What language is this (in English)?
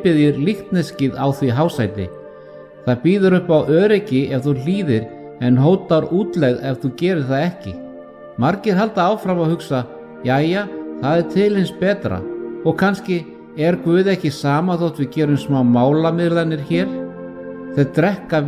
Icelandic